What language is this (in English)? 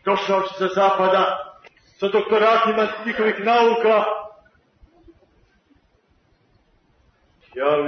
Serbian